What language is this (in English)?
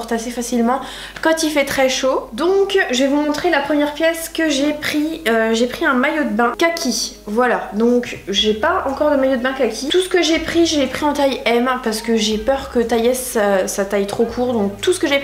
French